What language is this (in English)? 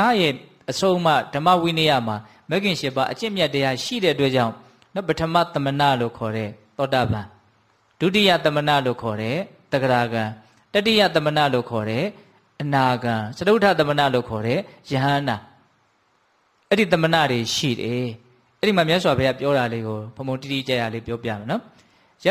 Burmese